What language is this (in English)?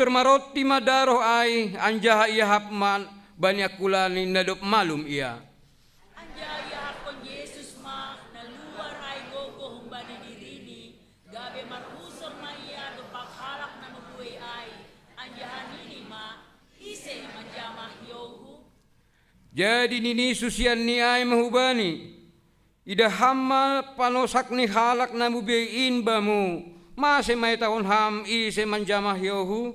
Batak Simalungun